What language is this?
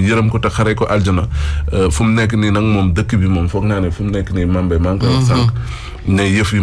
Wolof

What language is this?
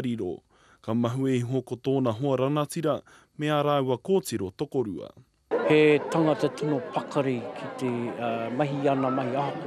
Māori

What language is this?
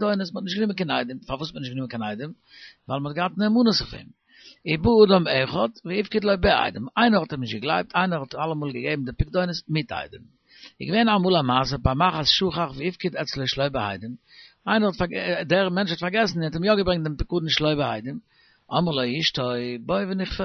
Yiddish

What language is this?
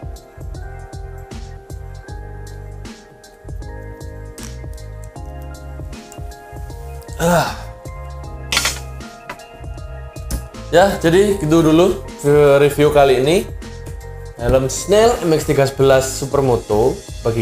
Indonesian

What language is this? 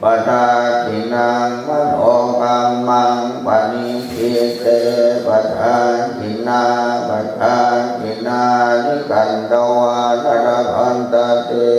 Pali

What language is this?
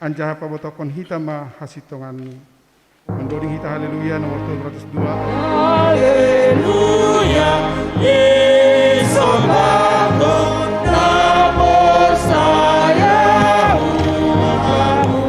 Batak Simalungun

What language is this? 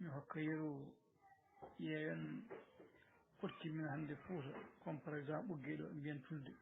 Fula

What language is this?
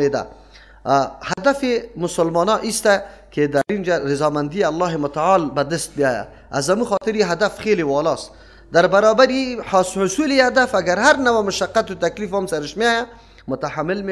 Persian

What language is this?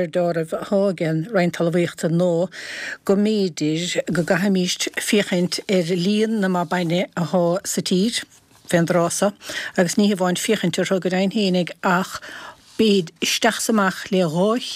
Irish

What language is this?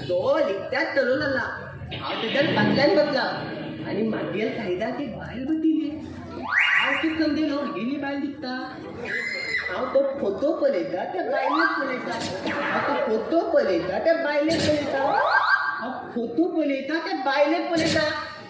Konkani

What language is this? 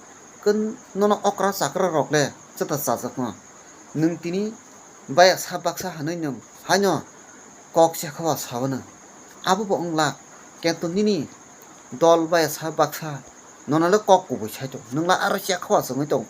Kok Borok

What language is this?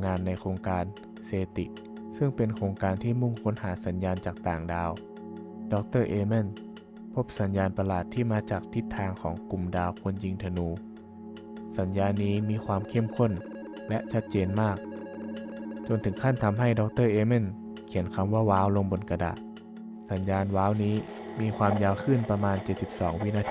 Lao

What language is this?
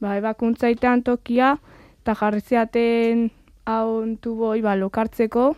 Basque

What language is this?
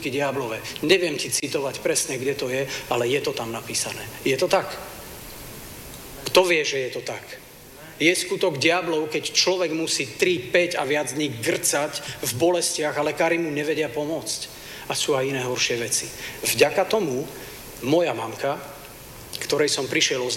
Slovak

